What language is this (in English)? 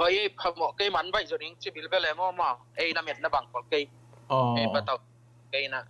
Tedim Chin